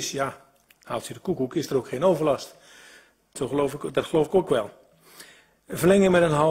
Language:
Dutch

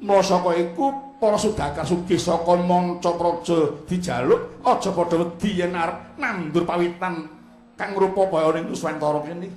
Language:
Javanese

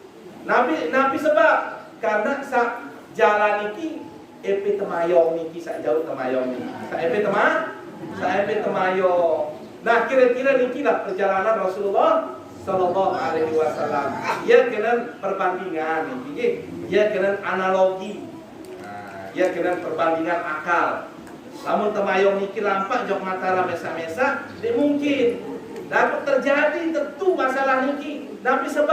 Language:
Sasak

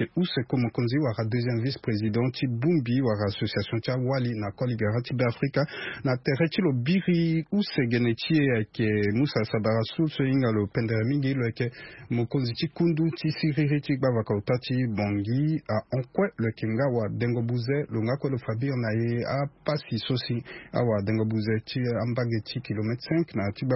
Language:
Sango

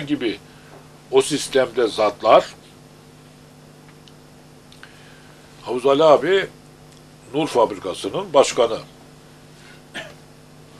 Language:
Turkish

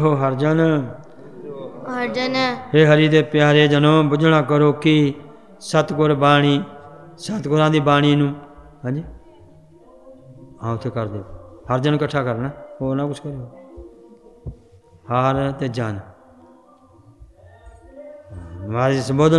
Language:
Punjabi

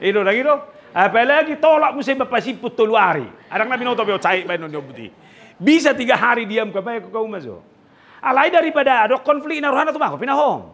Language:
Batak Toba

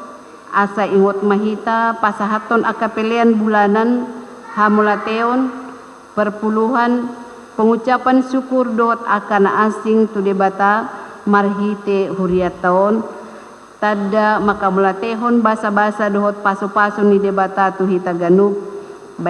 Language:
Batak Toba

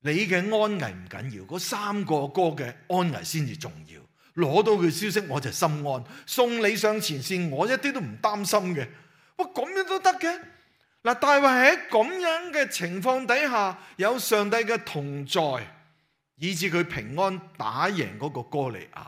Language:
Cantonese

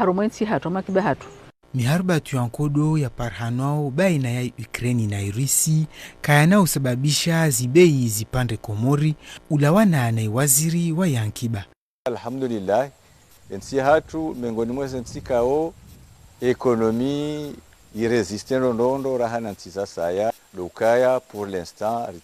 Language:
Ngazidja Comorian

